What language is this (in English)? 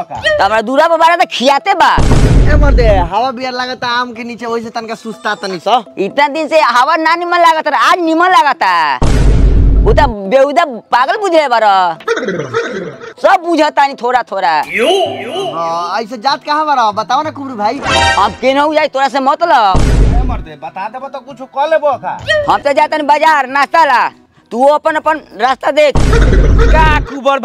Bhojpuri